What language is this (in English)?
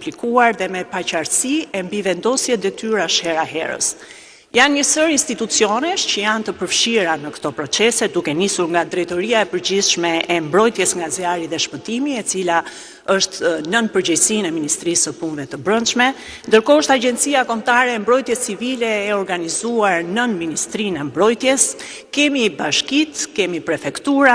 Albanian